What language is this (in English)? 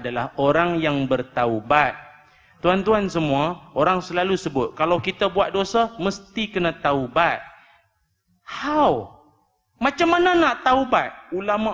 Malay